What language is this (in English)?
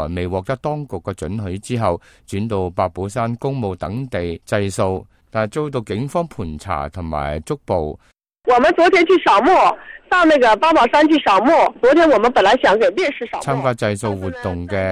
Cantonese